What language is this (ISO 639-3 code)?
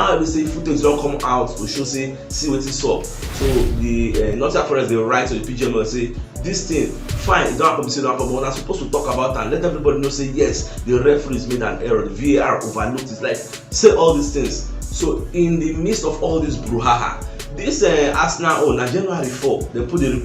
pcm